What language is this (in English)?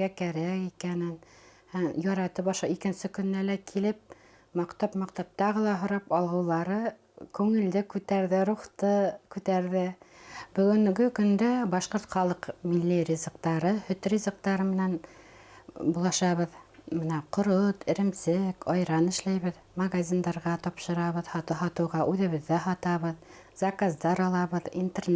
Bashkir